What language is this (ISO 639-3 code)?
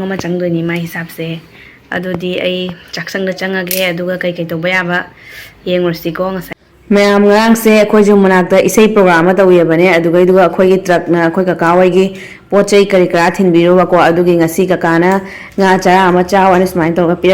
mni